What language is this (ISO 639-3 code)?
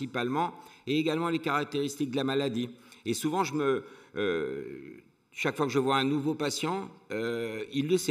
fra